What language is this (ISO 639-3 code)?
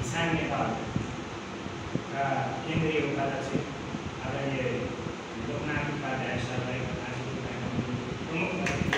nep